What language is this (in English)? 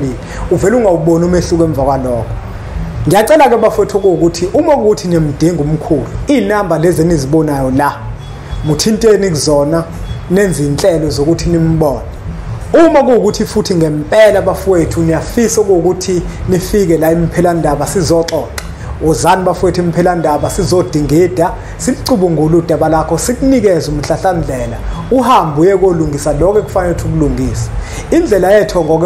Zulu